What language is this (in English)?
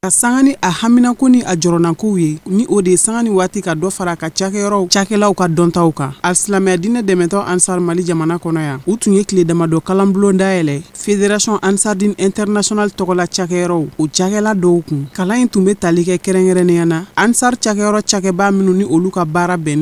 Bambara